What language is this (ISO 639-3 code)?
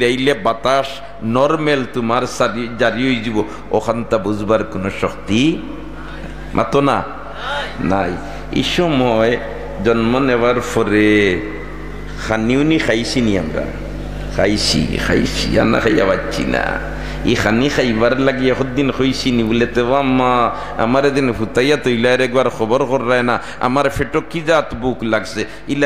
syl